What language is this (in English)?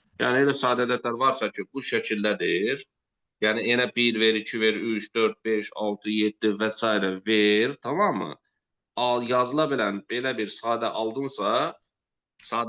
Azerbaijani